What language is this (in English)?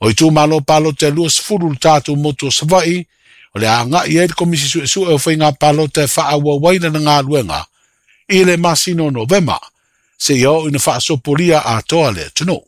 Samoan